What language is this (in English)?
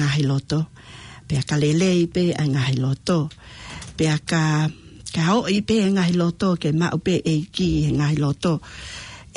Tongan